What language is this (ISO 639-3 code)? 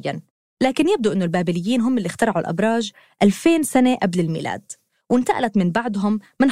apc